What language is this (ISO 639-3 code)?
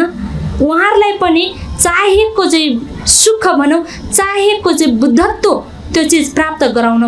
nep